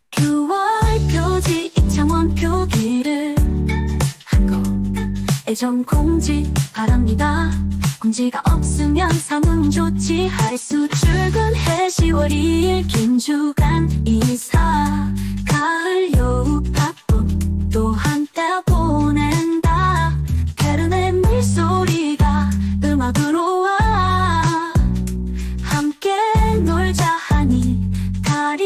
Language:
Korean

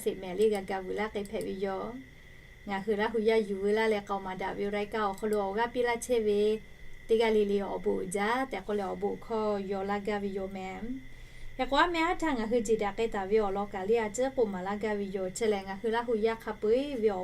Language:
Lahu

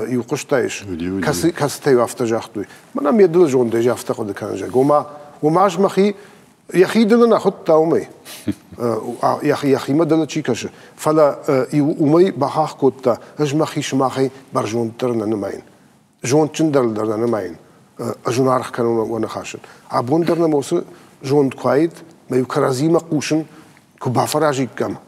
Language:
Ossetic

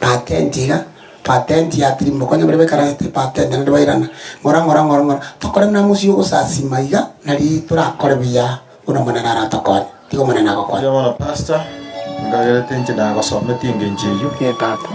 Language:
Gusii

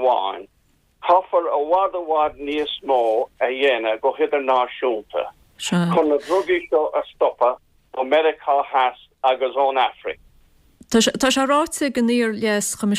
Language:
Irish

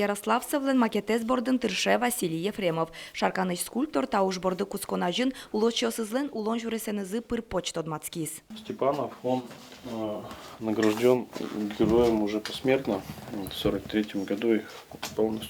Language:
Udmurt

